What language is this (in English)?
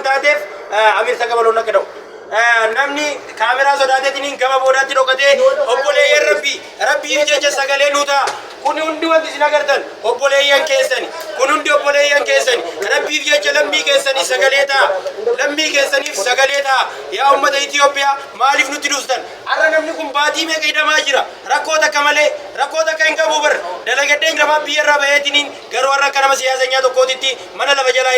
Oromo